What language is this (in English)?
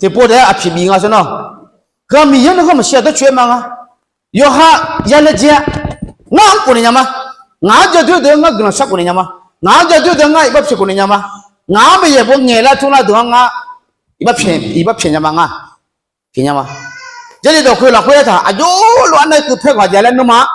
Akha